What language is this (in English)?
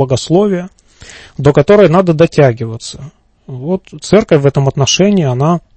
Russian